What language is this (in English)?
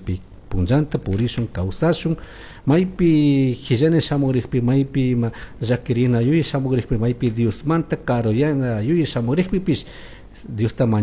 Chimborazo Highland Quichua